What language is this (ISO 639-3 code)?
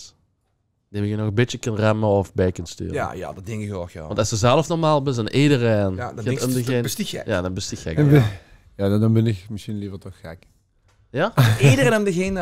lim